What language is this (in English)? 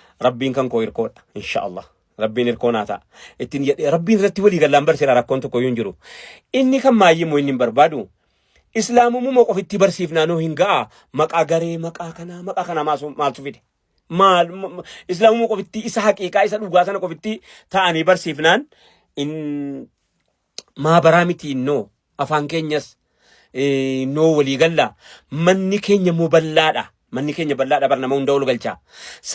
Oromo